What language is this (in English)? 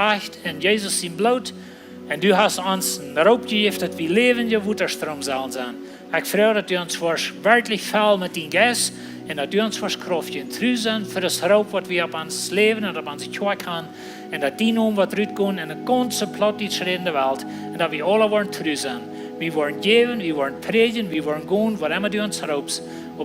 Plautdietsch